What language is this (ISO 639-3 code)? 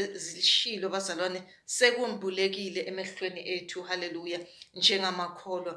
zul